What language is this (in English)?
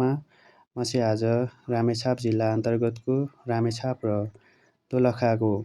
Nepali